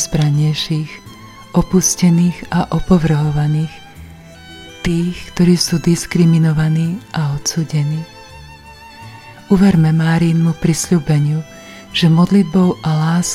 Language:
Slovak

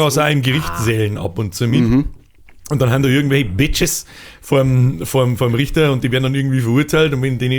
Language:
Bavarian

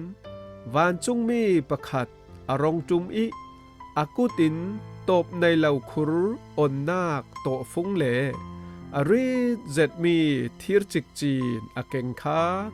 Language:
Falam Chin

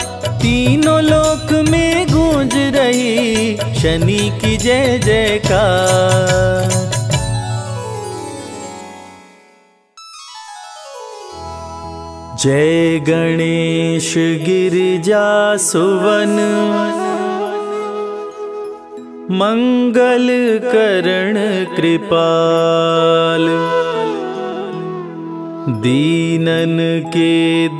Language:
Hindi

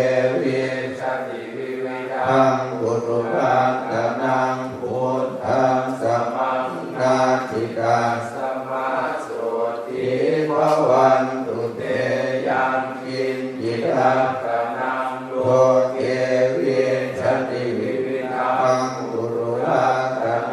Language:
Pali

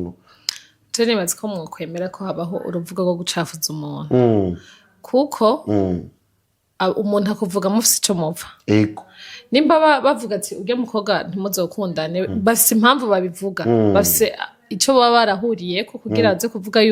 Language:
Rundi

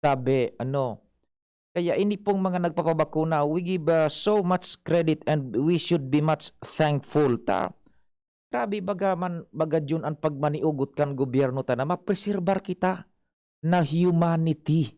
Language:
Bikol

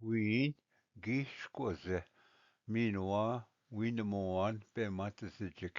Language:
Ojibwa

